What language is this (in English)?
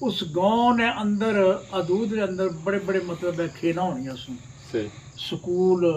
Pahari-Potwari